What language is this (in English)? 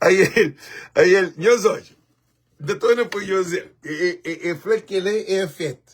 Kabuverdianu